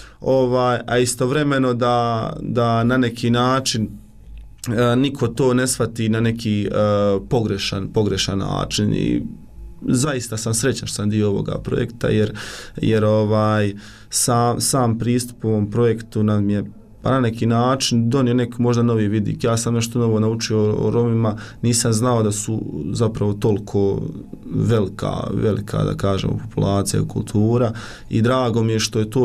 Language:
Bosnian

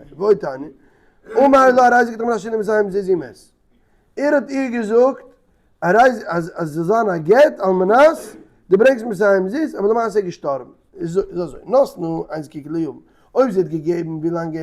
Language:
Yiddish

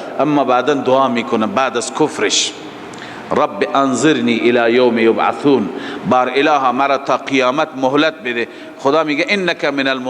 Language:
Persian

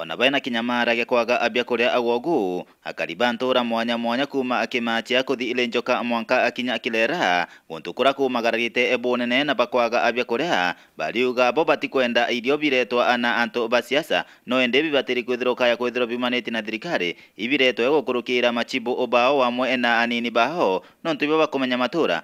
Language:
Meru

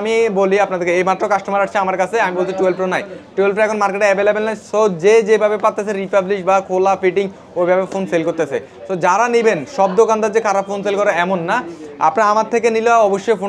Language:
Bangla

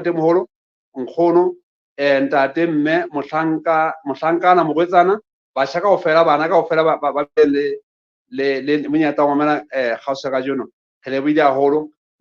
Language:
Southern Sotho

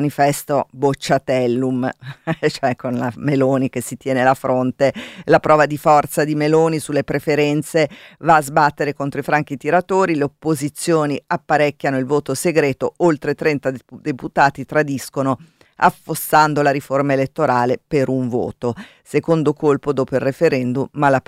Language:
Italian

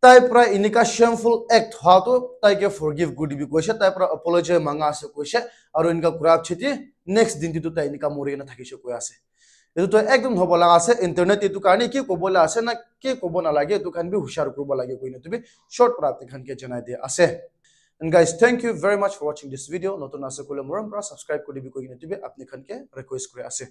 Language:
Naga Pidgin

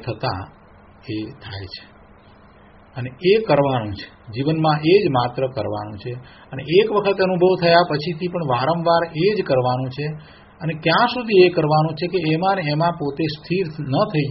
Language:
Gujarati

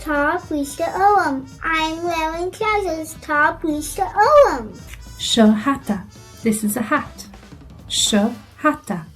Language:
Irish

